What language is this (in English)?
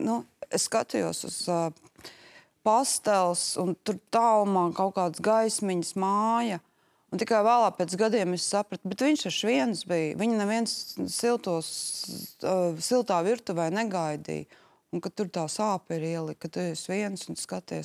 Latvian